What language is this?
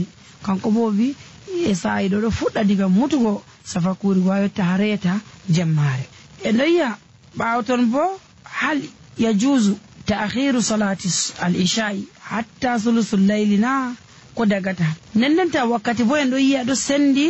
Nigerian Fulfulde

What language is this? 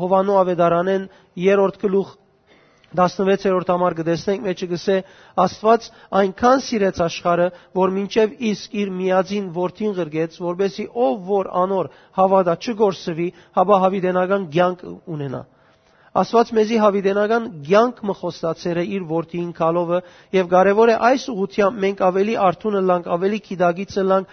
Western Armenian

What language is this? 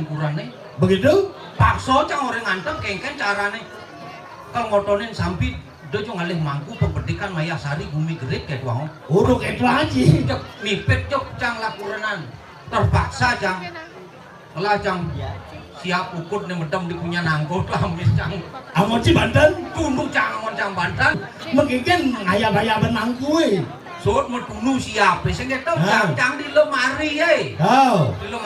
Balinese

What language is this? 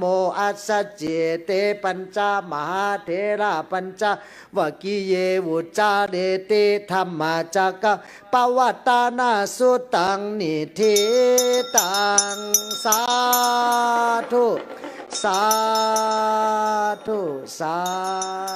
Pali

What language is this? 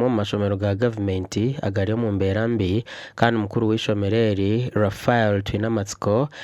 Nyankole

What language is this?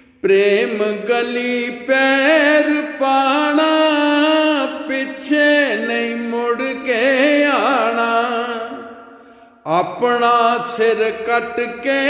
Punjabi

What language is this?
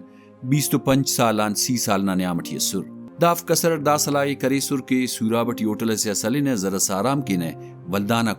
Brahui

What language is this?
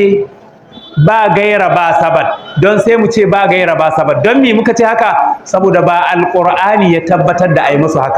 Hausa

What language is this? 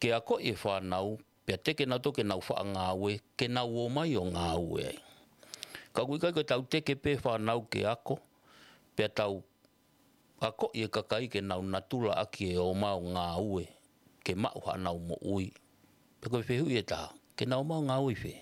Tongan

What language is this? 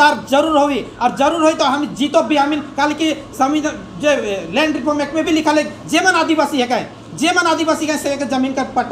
Sadri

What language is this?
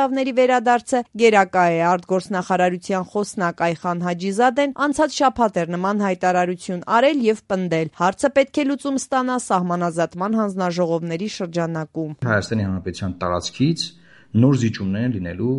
Armenian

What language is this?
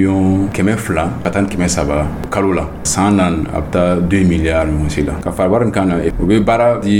Dyula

